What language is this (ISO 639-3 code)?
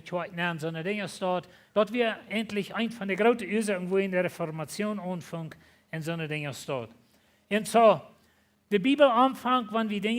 pdt